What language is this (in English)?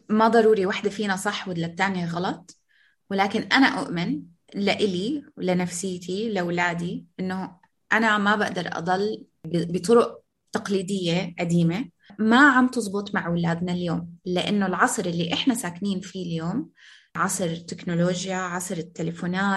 North Levantine Arabic